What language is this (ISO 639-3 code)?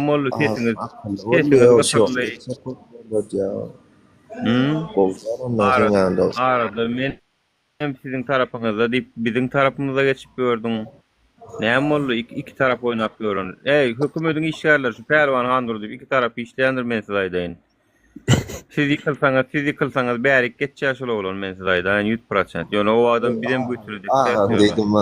tuk